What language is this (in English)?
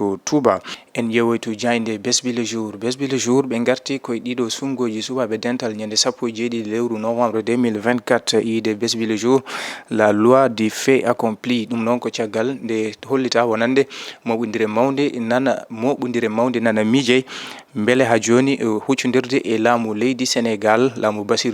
Fula